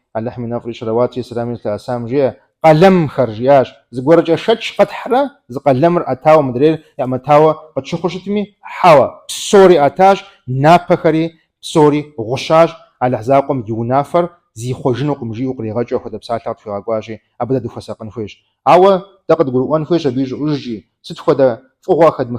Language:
Kabardian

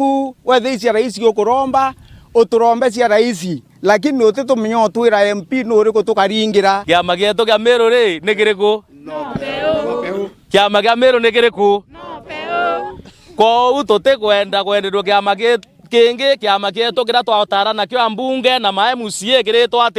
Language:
Meru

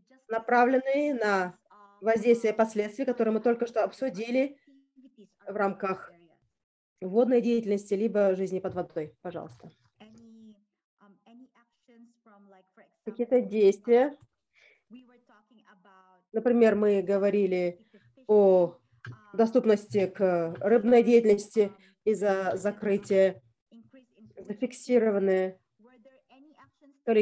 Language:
Russian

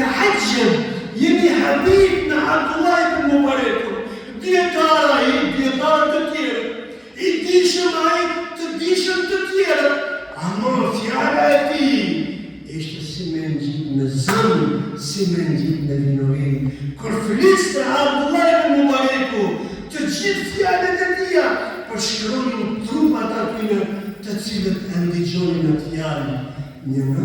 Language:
Albanian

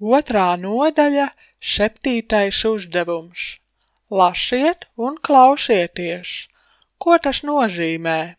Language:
Latvian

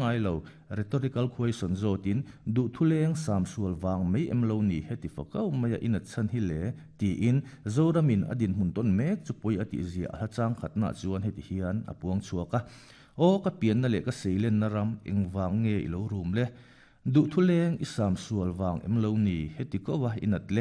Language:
Mizo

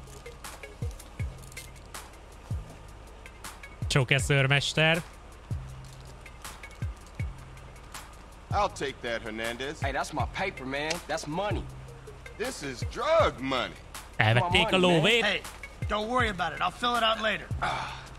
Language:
Hungarian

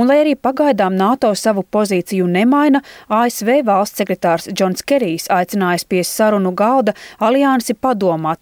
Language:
Latvian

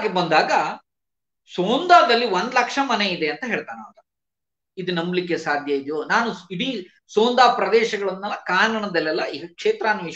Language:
Kannada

